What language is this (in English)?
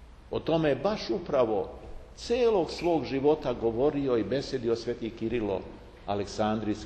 Serbian